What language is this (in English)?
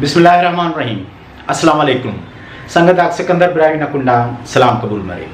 Brahui